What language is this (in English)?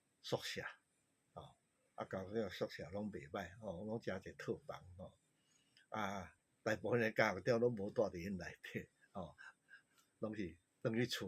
Min Nan Chinese